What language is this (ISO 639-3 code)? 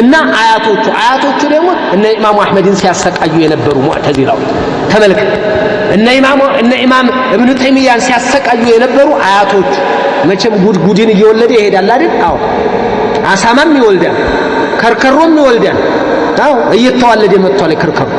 amh